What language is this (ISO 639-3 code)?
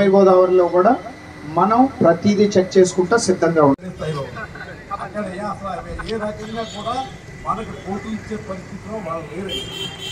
tel